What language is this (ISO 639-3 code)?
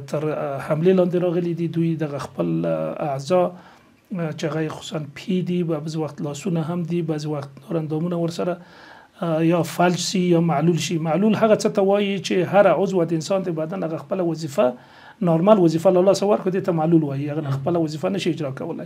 pus